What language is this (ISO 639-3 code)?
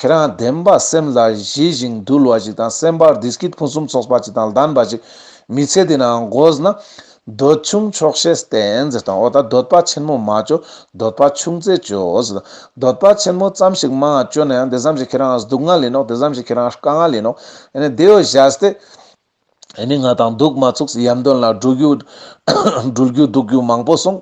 lbj